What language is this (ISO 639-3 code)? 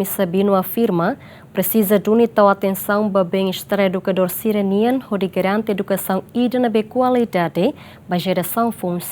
tet